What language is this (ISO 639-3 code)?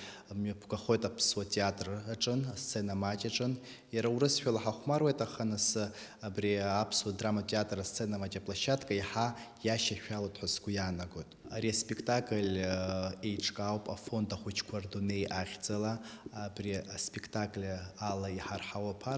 abk